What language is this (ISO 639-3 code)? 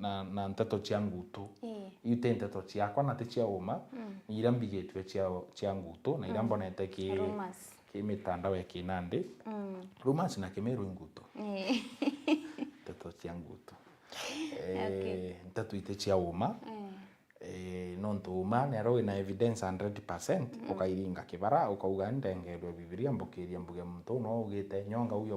mer